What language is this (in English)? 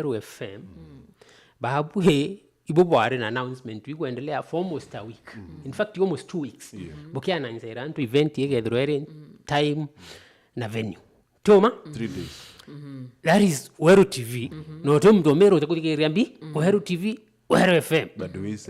Meru